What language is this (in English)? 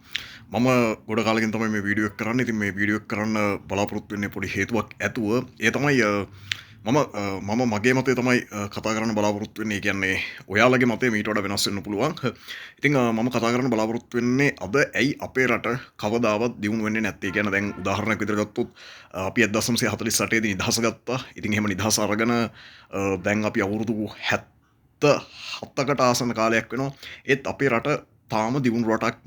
Sinhala